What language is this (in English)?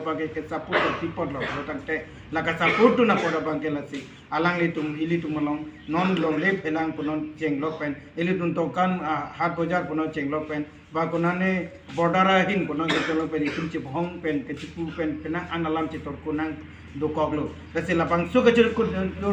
Karbi